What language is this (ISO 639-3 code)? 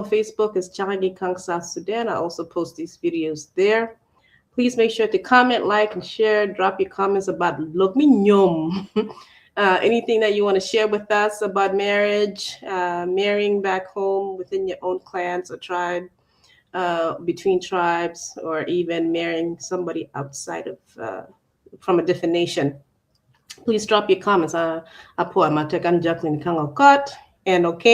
ach